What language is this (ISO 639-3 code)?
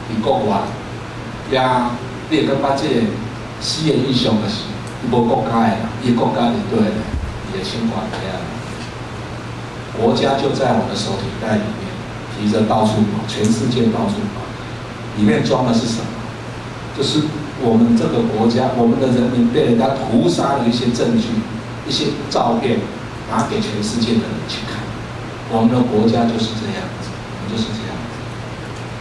nan